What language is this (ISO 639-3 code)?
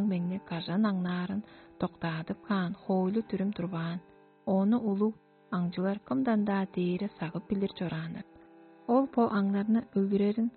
tyv